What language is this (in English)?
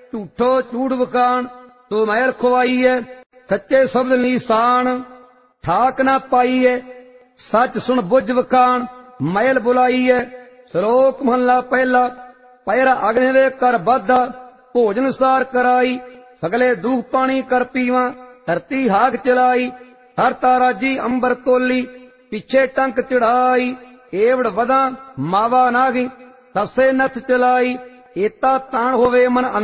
Punjabi